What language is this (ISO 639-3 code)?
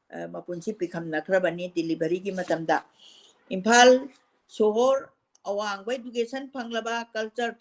mni